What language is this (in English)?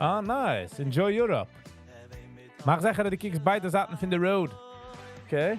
Yiddish